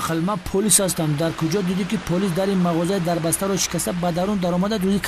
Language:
Tajik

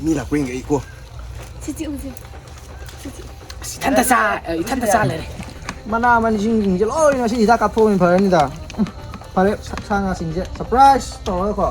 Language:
Manipuri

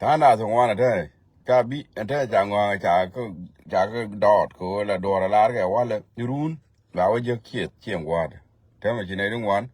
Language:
Nuer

